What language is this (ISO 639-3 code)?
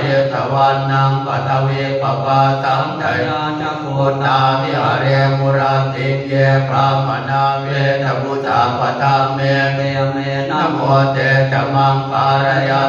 pli